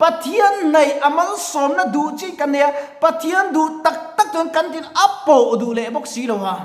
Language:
Mizo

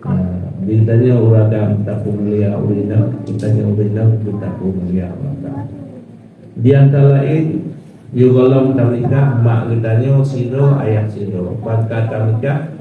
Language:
Achinese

